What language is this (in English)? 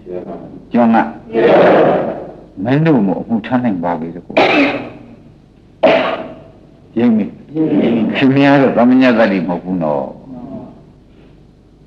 Burmese